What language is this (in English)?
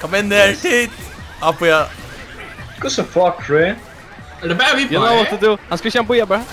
Faroese